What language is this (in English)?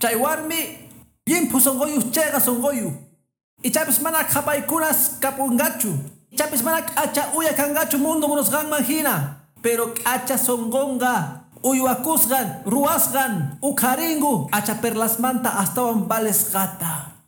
Quechua